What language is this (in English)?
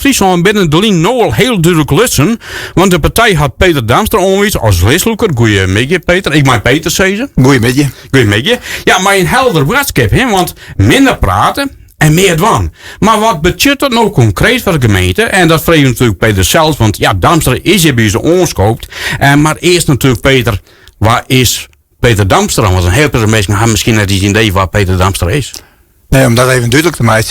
Western Frisian